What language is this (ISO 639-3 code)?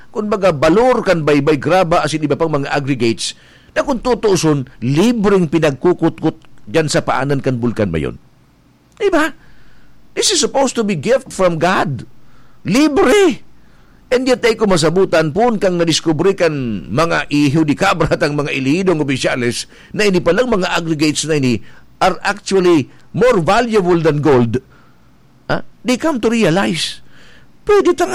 bik